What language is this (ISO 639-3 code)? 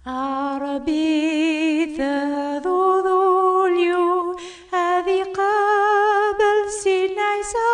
kab